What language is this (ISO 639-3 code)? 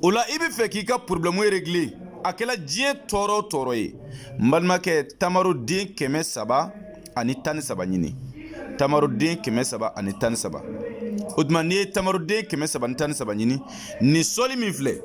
bam